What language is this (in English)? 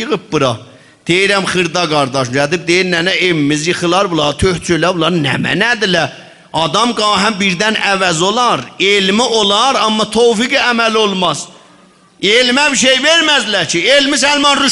South Azerbaijani